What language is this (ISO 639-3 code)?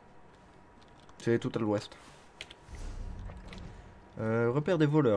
fra